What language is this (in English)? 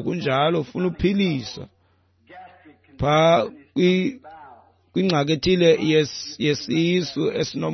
Xhosa